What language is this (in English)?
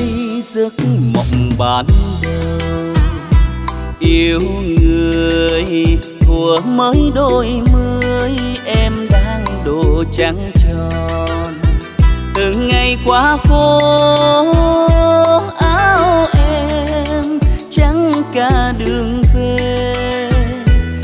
Vietnamese